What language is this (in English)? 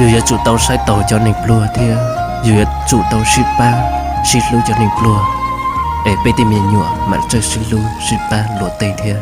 Hmong